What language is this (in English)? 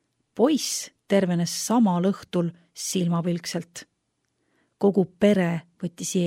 Estonian